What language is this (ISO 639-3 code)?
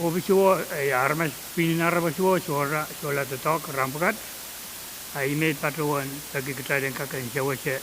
pon